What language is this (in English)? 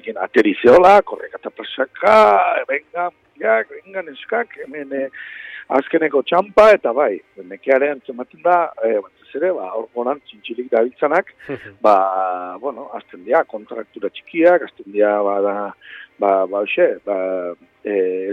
Basque